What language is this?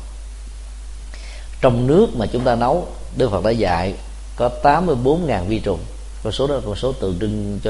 Vietnamese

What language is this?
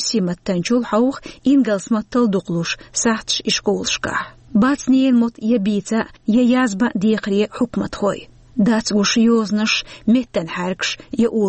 Chechen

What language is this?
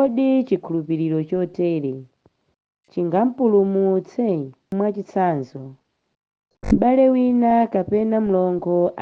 Nyanja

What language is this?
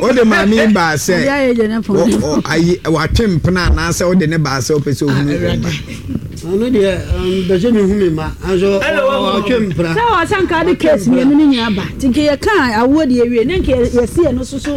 Akan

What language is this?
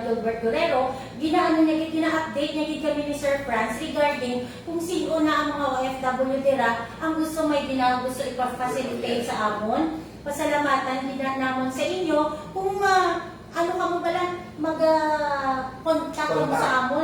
Hiligaynon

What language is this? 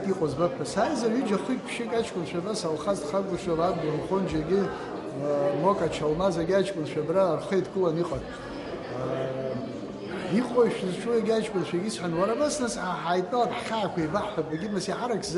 Abkhazian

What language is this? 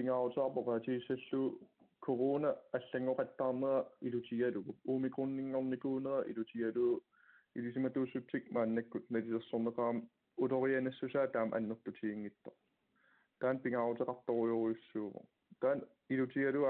Kalaallisut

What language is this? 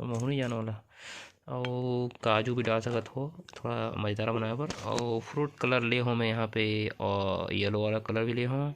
Chhattisgarhi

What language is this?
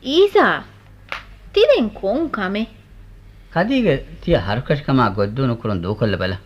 Divehi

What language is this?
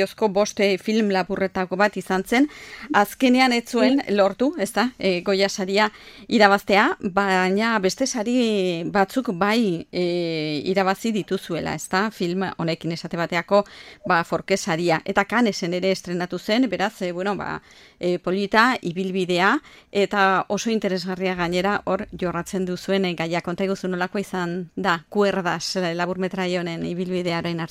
Basque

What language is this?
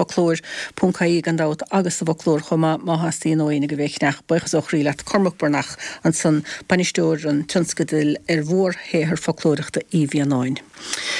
Irish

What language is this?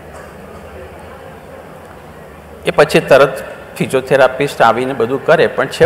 Gujarati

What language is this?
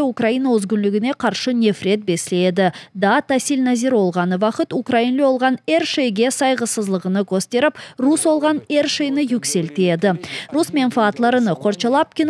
Crimean Tatar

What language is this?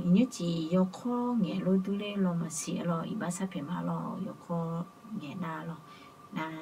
Akha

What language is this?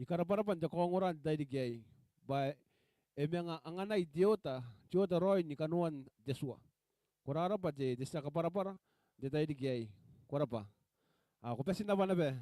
Gilbertese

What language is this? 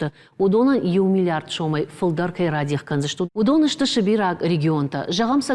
Ossetic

